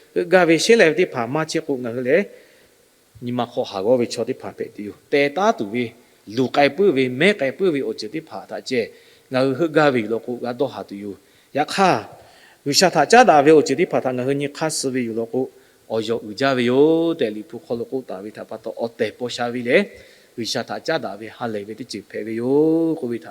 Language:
Lahu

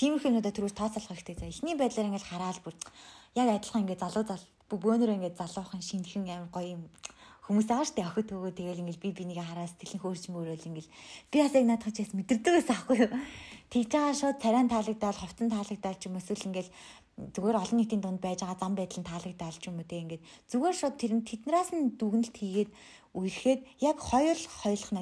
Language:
Mongolian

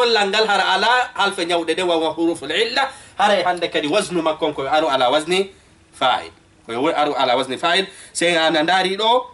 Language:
Fula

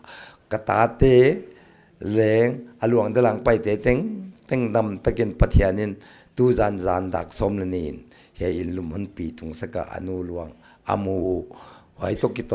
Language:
Paite Chin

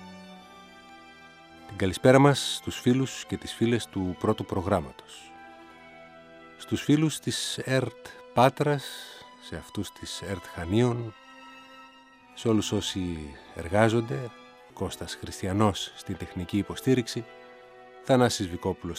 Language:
Greek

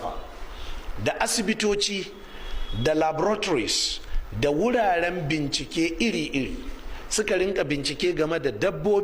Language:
Hausa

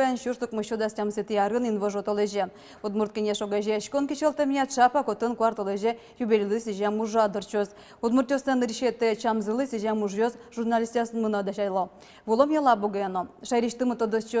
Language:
Udmurt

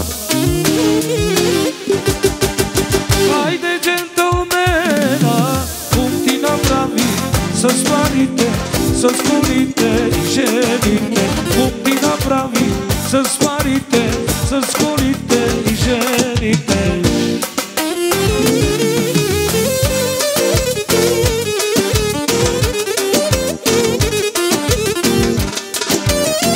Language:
Bulgarian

